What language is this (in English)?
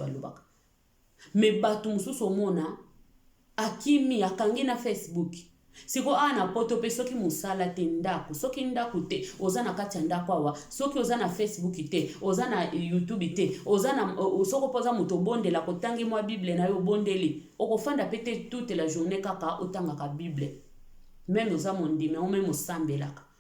Lingala